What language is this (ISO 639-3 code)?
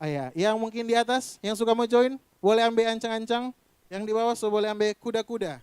xmm